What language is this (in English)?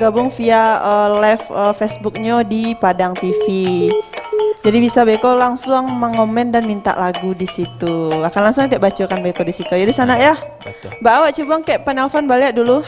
Minangkabau